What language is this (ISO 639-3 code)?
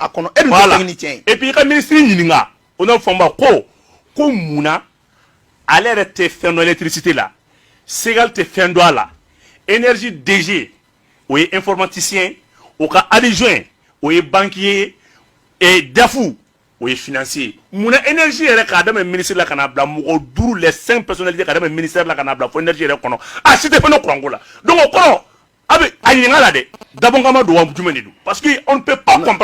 bam